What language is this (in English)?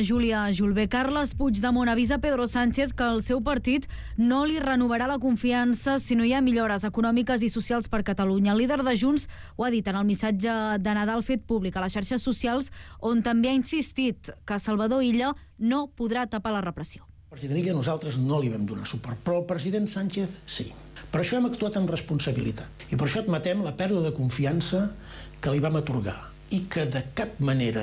Catalan